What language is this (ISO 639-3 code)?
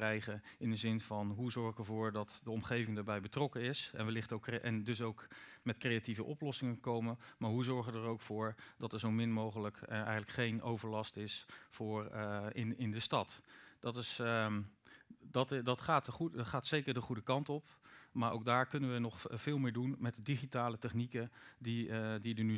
nld